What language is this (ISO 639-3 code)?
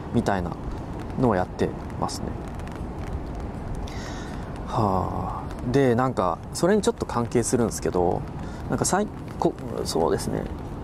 jpn